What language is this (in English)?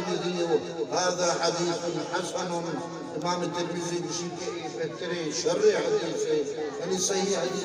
Eastern Balochi